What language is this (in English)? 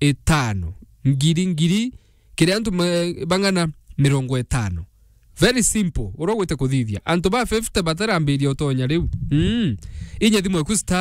Meru